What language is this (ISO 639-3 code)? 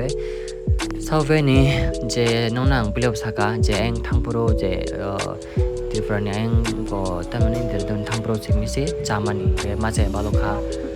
trp